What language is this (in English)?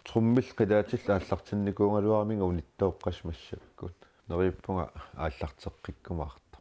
Kalaallisut